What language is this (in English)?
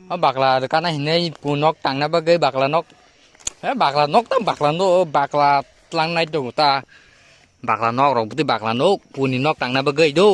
Kok Borok